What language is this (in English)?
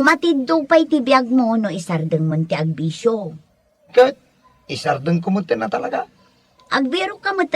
Iloko